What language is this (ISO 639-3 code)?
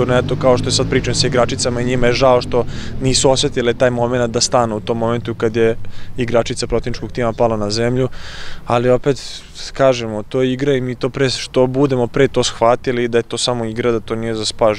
srp